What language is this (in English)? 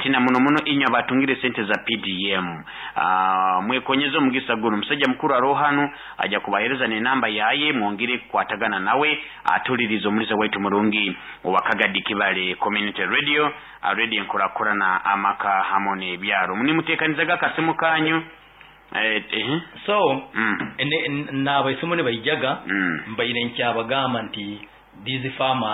Nyoro